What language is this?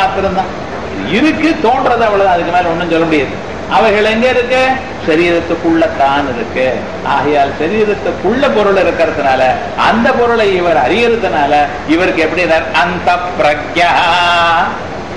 Tamil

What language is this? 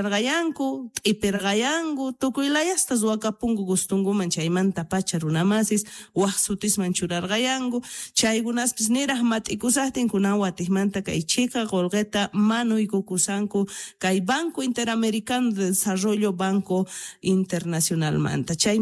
South Bolivian Quechua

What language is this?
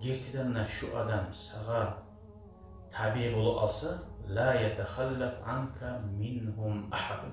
Kumyk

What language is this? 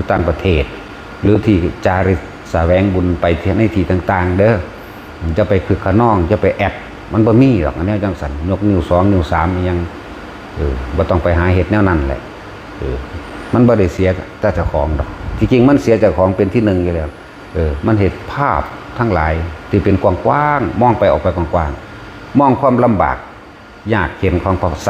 Northeastern Thai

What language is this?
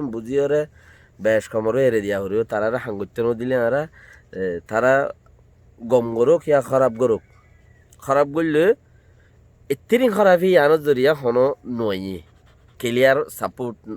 Rohingya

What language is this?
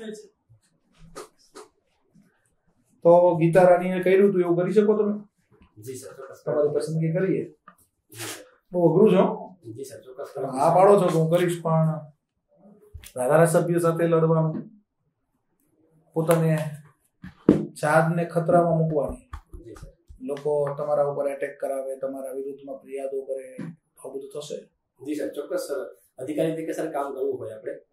Gujarati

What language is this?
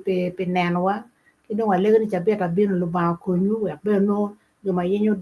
Acoli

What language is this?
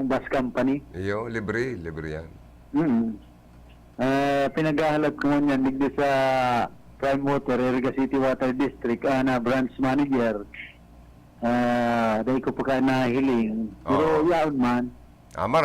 Bikol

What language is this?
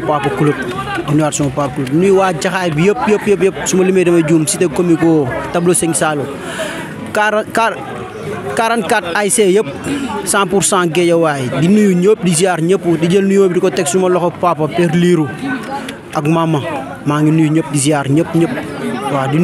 Wolof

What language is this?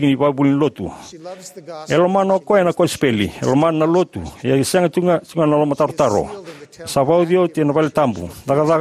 Fijian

